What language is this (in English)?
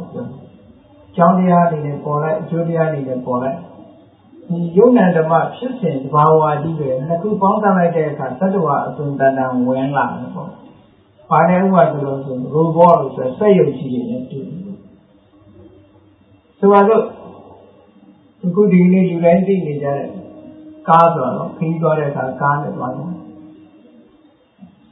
Burmese